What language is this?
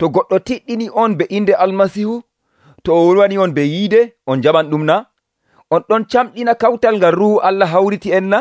Nigerian Fulfulde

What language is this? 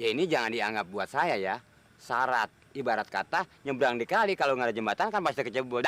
Betawi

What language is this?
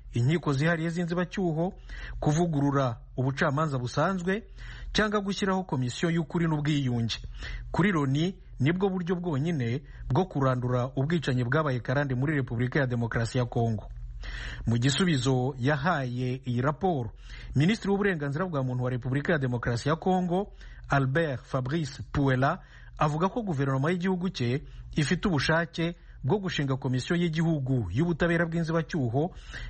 Kinyarwanda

